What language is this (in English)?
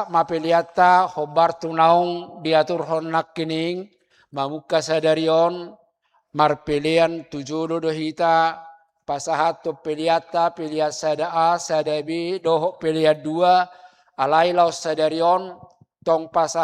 Batak Toba